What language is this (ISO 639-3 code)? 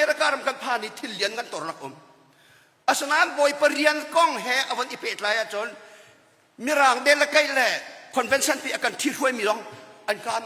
cnh